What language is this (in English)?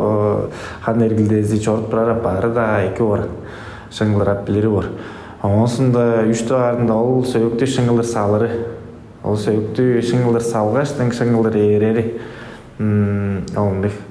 Tuvinian